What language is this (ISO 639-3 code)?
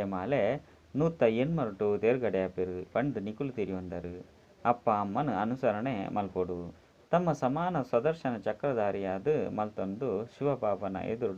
tcy